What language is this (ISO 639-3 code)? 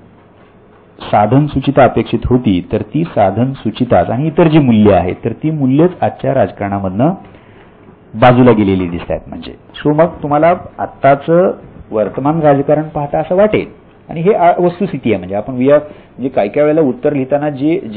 mar